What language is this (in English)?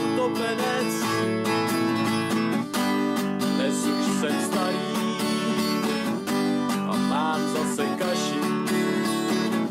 Czech